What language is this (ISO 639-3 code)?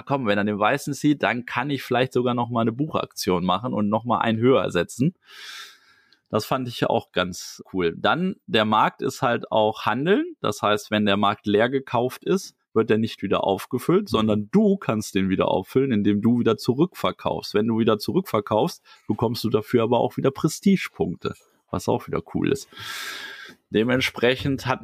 deu